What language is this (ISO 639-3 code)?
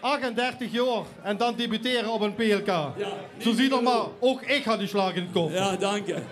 lim